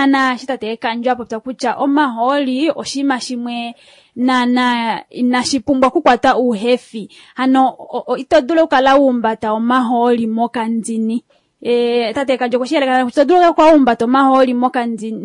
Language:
Kuanyama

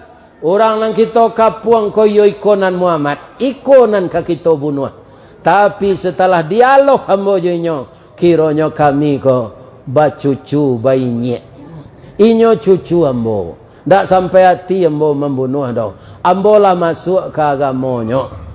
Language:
Minangkabau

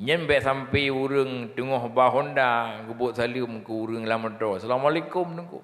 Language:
Achinese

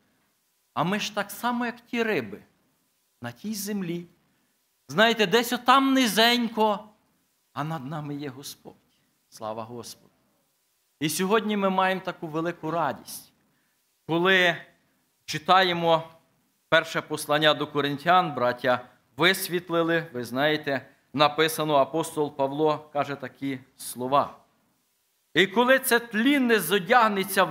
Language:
Ukrainian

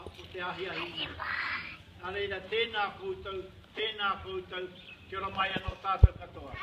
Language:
Māori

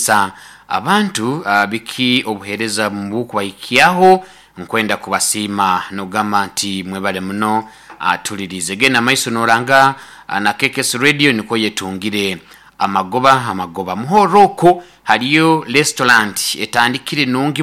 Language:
Nyoro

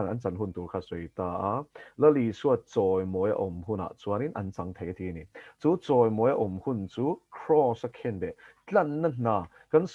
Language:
Mizo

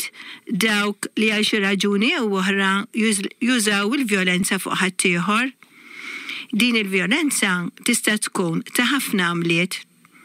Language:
Maltese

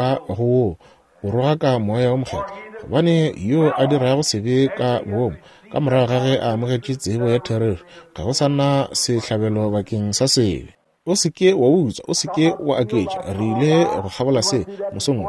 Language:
Northern Sotho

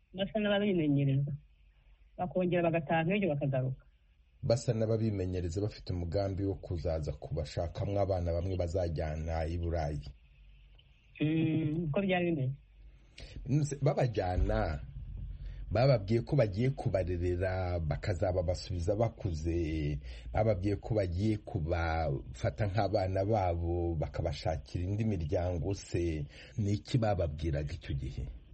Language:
Kinyarwanda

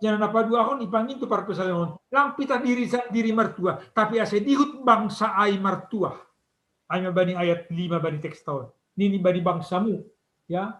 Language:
Batak Simalungun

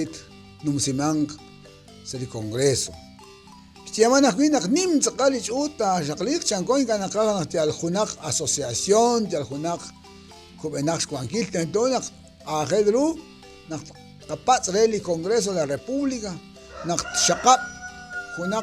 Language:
Kekchí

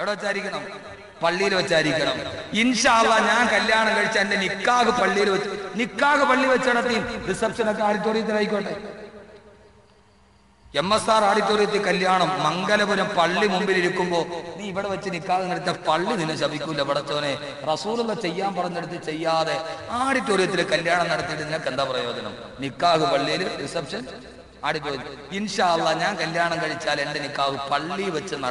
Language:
Malayalam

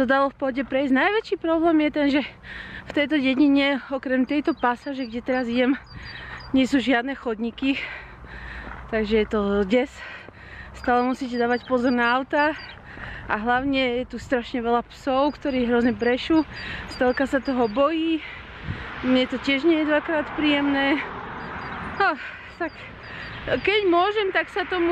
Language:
Slovak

